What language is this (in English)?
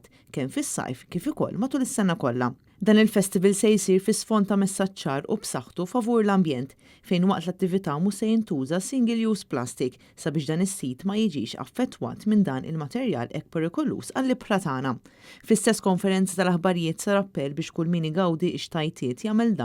Maltese